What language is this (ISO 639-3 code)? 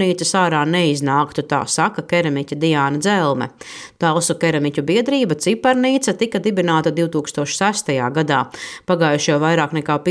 lav